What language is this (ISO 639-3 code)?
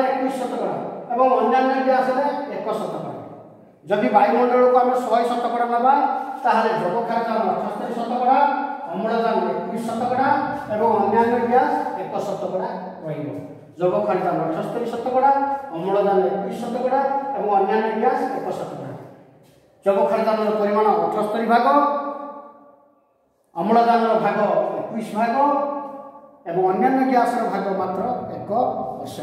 ori